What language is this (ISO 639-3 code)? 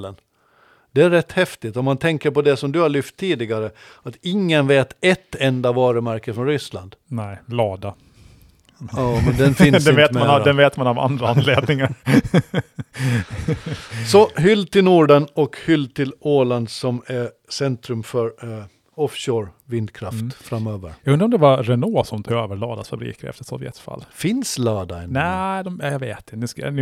swe